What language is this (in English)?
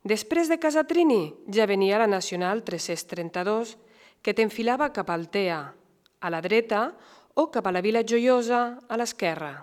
Catalan